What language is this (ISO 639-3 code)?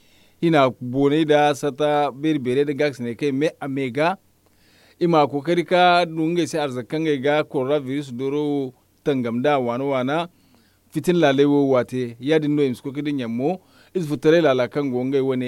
dje